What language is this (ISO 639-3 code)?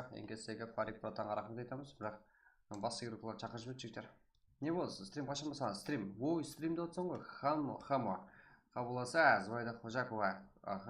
kaa